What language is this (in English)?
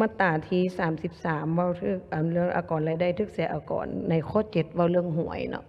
Lao